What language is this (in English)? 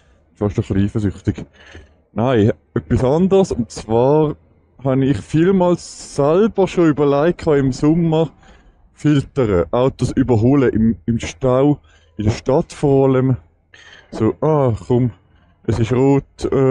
Swiss German